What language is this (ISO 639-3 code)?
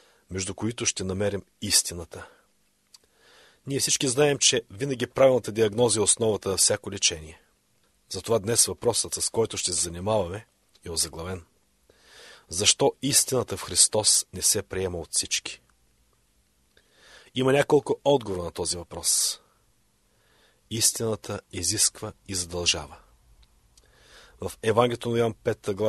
bul